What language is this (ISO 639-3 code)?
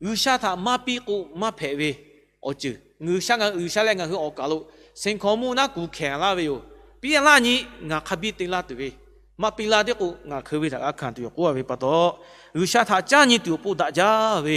lhu